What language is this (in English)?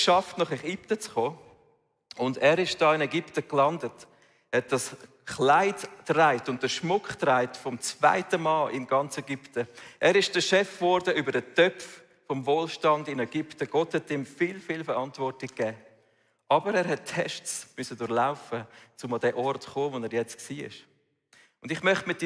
Swiss German